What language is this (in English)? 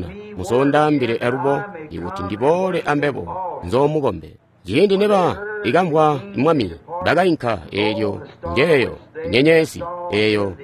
Tonga (Zambia)